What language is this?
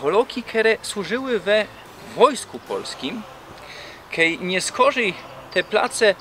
Silesian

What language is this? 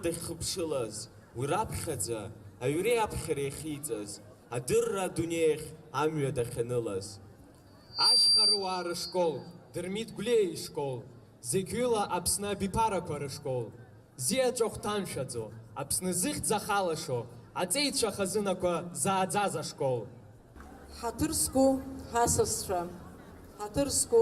Abkhazian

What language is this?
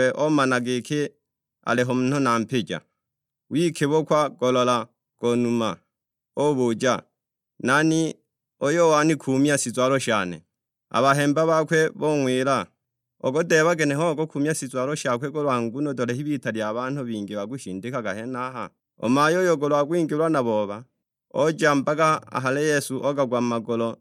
Sukuma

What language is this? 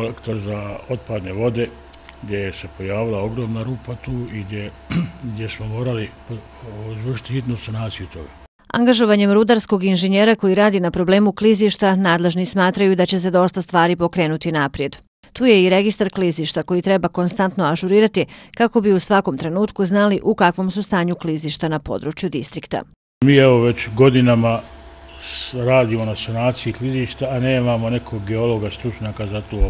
Bosnian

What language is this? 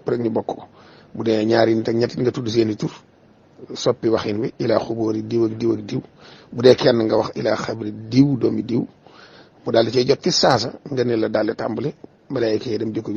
Wolof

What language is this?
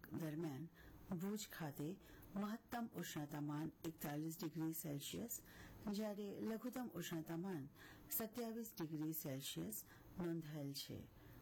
Gujarati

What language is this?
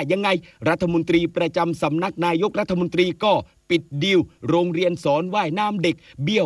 Thai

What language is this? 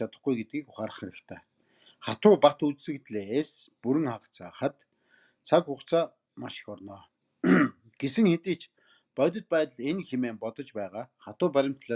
Mongolian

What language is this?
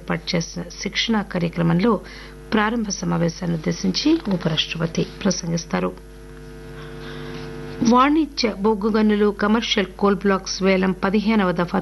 Telugu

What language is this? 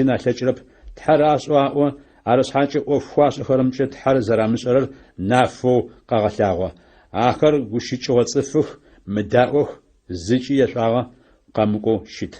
Adyghe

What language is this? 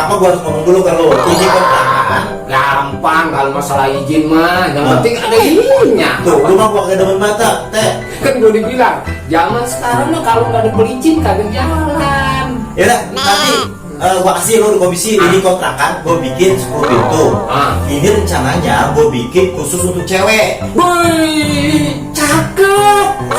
Betawi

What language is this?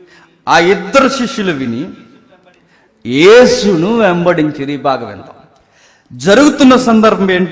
Telugu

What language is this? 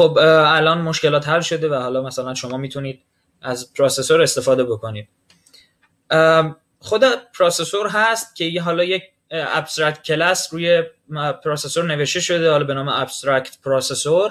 Persian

